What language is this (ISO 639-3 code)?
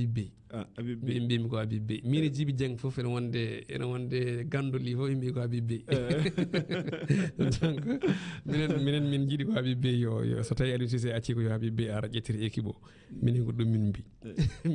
ful